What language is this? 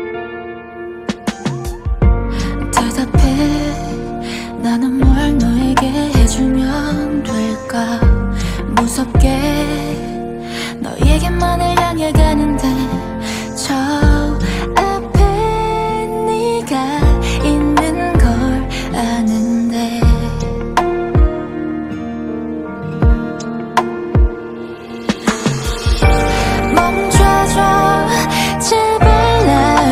Korean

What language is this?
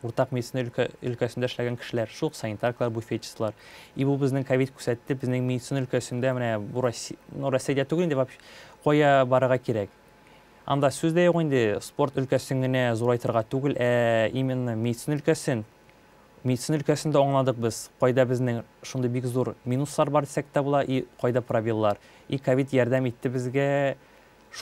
Tatar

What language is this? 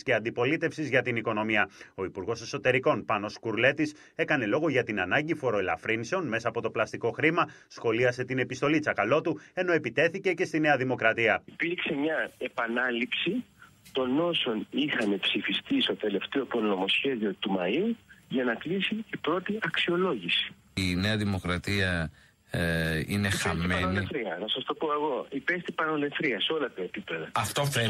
Greek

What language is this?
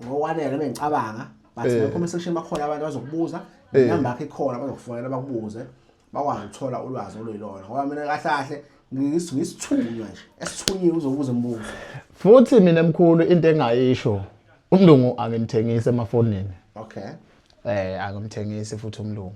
Zulu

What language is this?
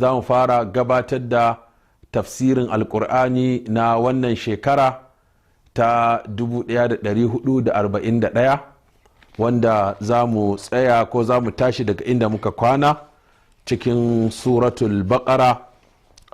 Hausa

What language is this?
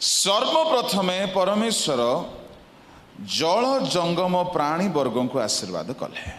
Odia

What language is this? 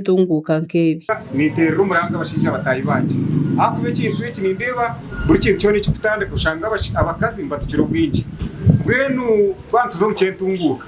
Nyankole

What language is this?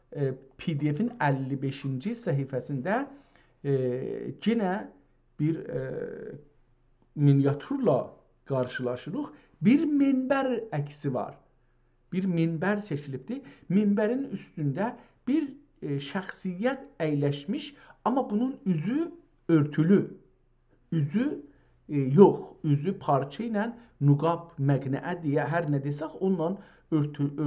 South Azerbaijani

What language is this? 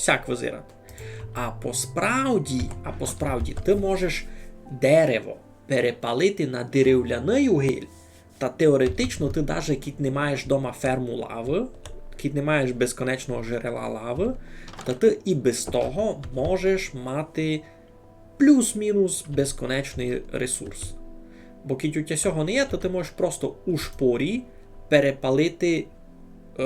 Rusyn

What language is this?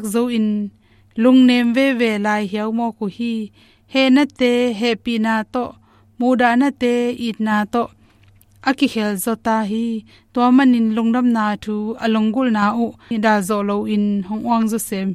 Tedim Chin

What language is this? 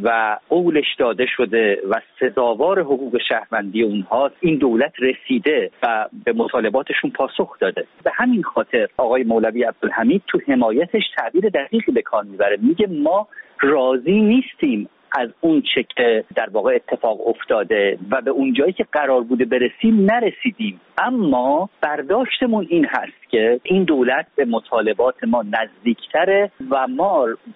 Persian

